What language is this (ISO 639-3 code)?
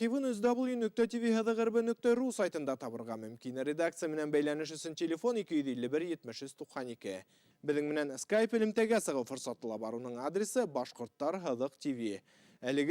bak